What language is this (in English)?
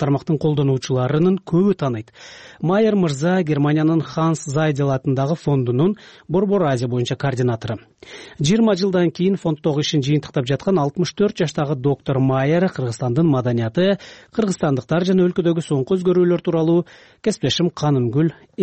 Kyrgyz